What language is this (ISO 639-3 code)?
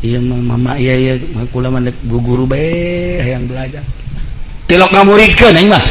sun